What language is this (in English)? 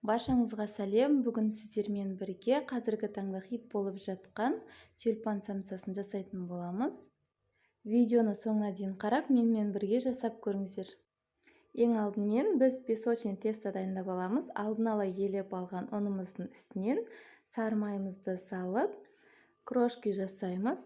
Kazakh